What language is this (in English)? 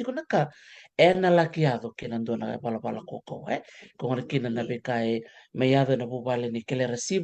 Fijian